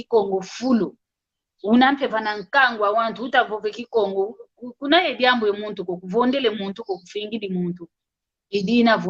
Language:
San Salvador Kongo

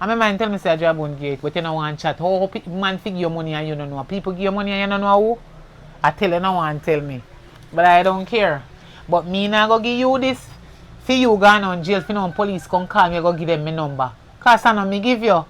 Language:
Jamaican Creole English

